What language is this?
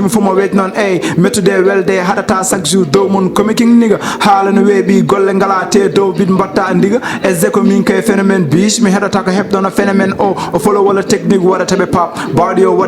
Fula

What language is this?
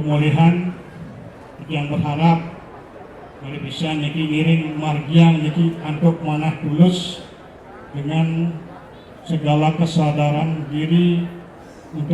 Balinese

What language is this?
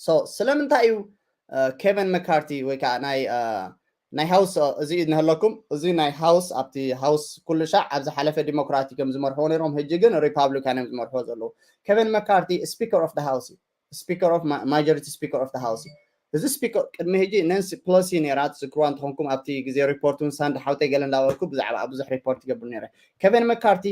Tigrinya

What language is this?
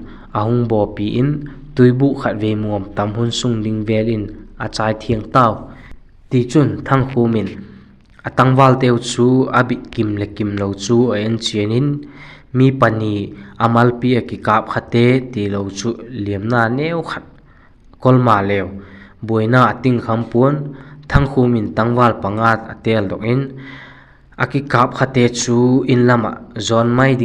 Vaiphei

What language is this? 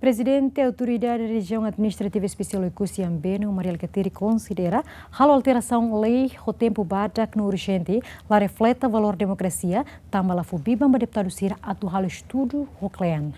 Tetum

